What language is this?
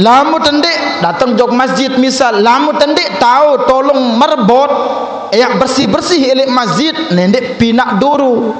Sasak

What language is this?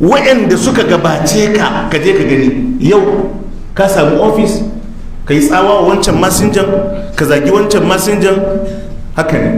Hausa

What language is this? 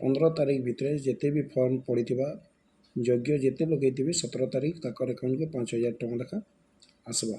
Odia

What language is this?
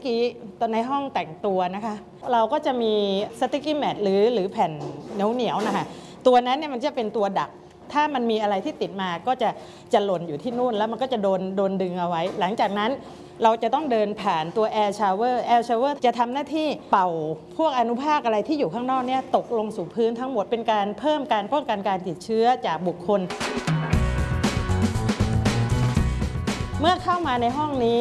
Thai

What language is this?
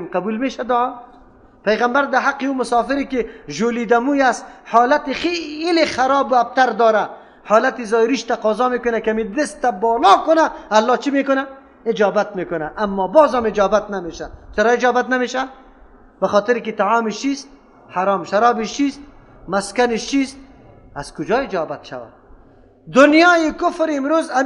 Persian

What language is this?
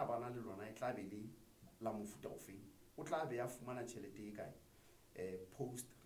Southern Sotho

